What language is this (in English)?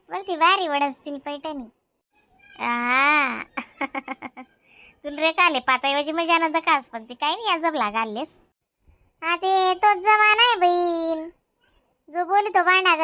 Khandesi